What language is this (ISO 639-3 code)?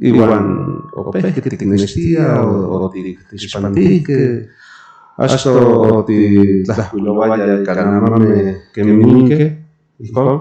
nhn